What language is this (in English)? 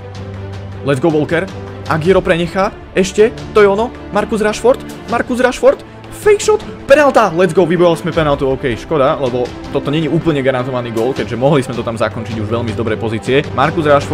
Slovak